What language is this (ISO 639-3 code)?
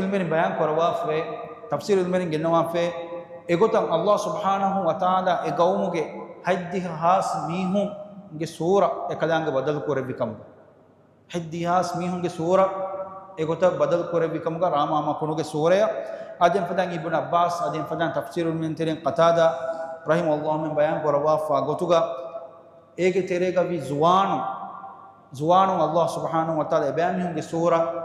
div